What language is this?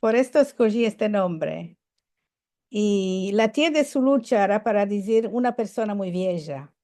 Ladino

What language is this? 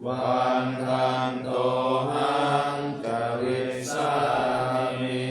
Pali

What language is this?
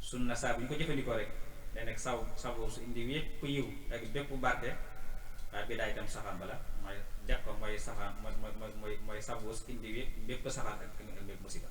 Wolof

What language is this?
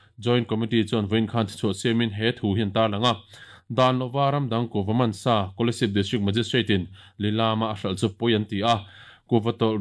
Mizo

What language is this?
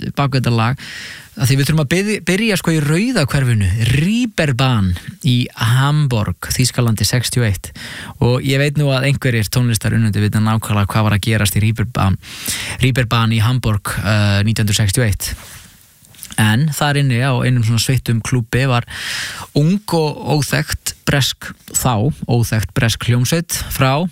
Icelandic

